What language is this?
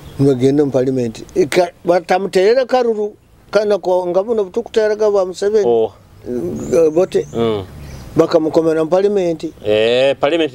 Nyoro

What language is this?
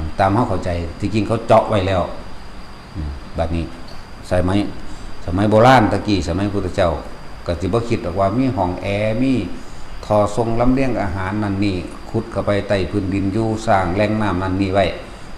Lao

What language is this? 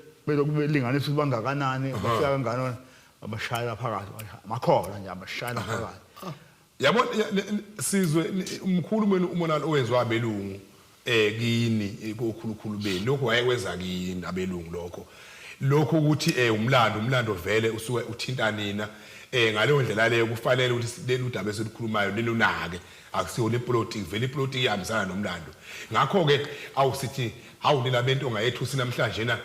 Zulu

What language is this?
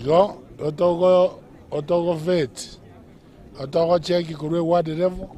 Gusii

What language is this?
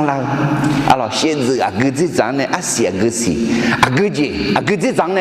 Akha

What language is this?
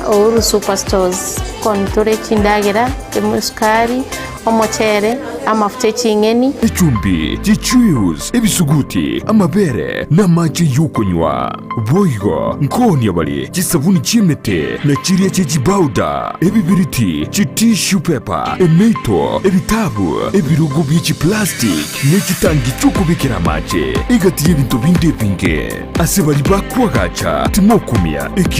Gusii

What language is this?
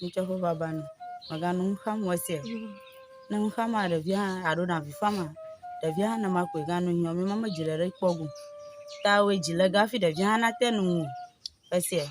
Ewe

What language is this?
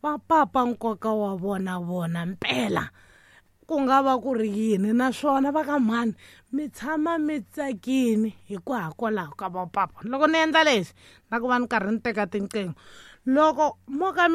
Tsonga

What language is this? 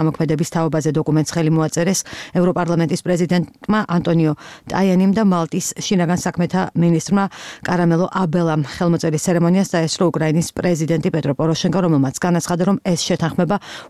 Georgian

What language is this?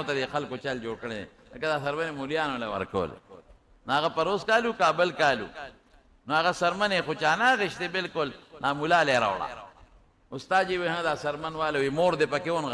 Pashto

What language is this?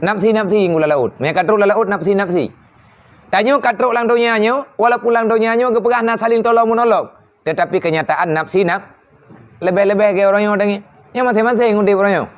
Achinese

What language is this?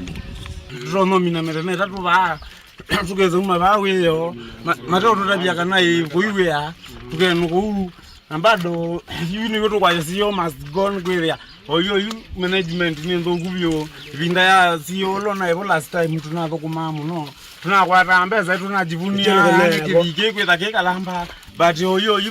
Kamba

